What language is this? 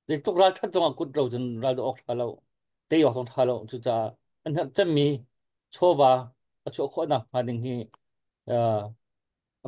Hakha Chin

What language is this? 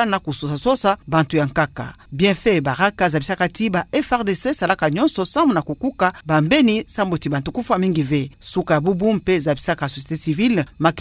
Kituba (Democratic Republic of Congo)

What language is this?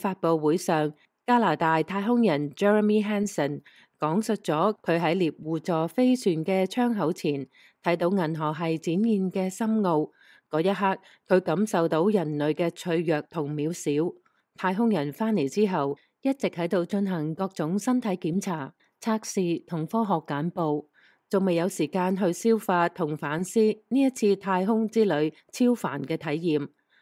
Cantonese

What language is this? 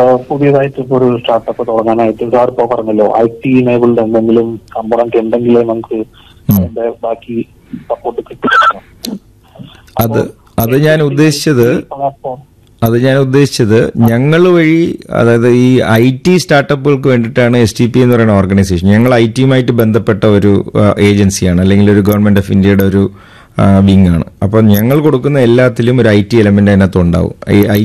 Malayalam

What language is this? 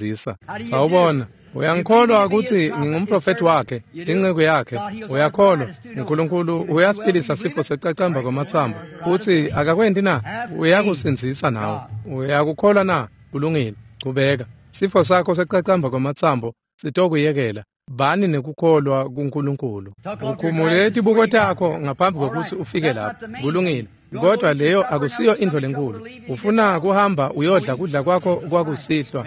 Swati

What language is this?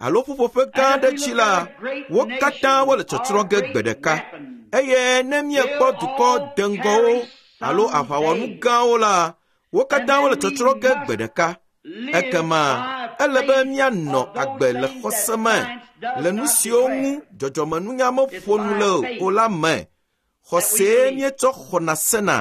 Ewe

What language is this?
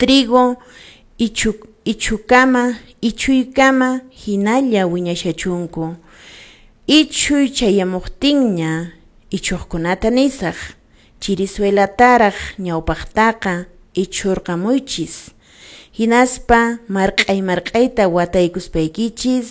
Quechua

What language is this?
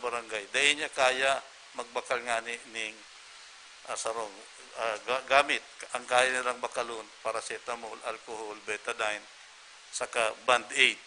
Bikol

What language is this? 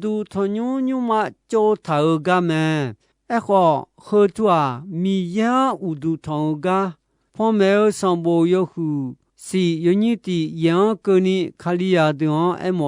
Akha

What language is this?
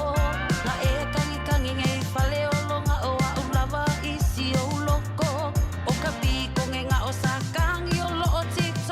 Samoan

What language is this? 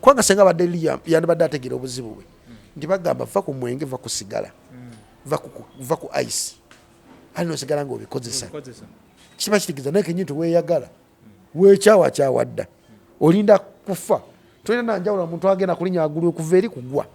Ganda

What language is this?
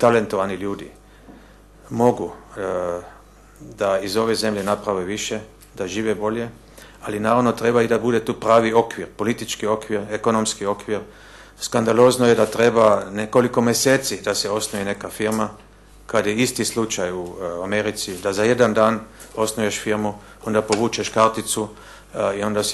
Bosnian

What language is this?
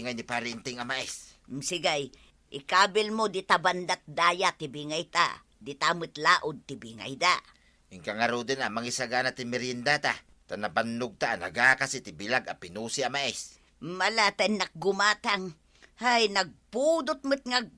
Iloko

